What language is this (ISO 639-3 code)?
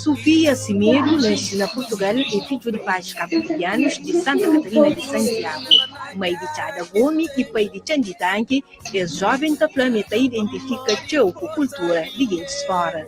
kea